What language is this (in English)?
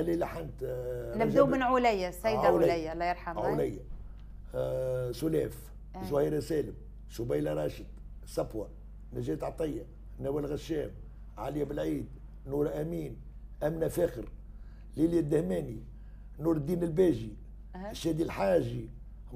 Tunisian Arabic